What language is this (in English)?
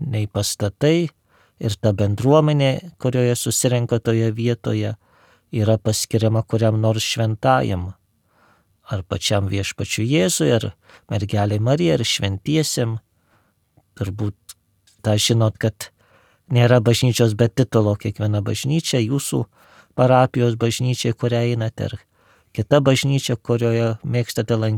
Lithuanian